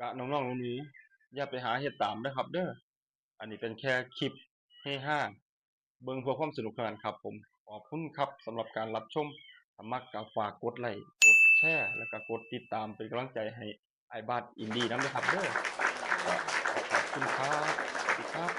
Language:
Northeastern Thai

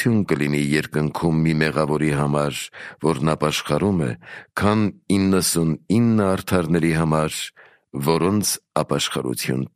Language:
Armenian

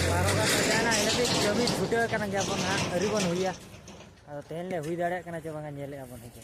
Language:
Santali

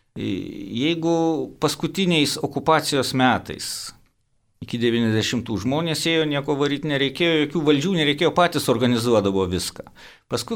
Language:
Lithuanian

